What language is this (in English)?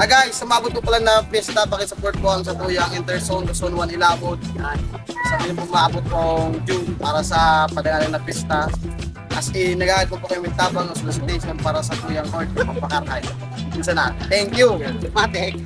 Bikol